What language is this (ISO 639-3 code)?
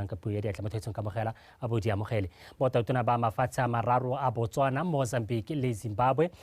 tsn